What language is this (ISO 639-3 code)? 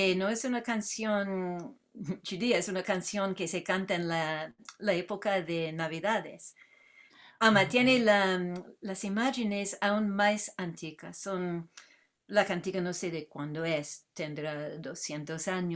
lad